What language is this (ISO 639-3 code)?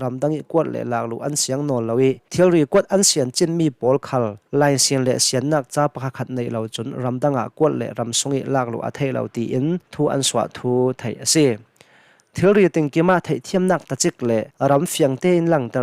cnh